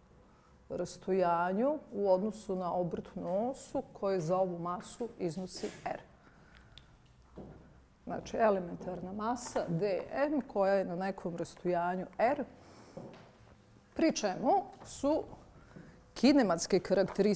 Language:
Bosnian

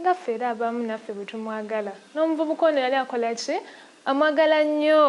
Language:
Ganda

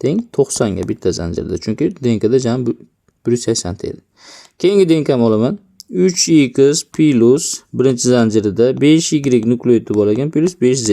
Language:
Uzbek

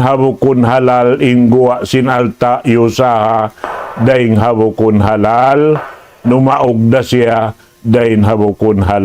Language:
Tausug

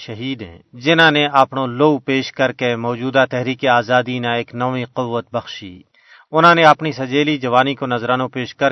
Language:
Gujari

